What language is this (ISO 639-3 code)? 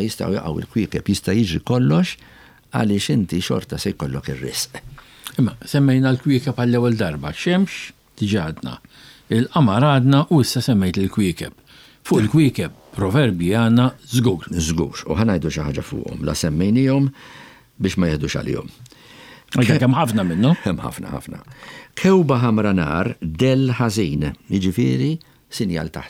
mlt